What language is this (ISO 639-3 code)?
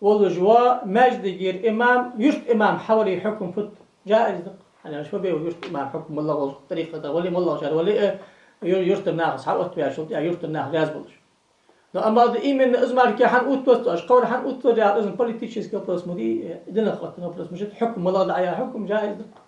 inh